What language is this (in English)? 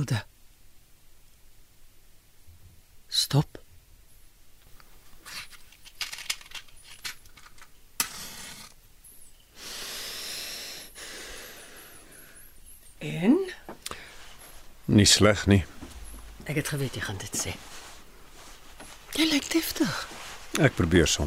Afrikaans